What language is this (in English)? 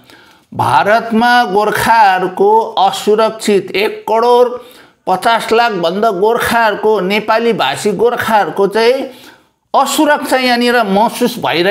Nepali